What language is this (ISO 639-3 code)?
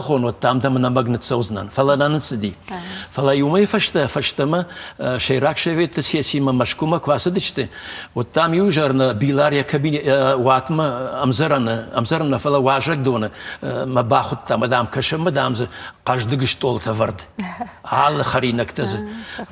oss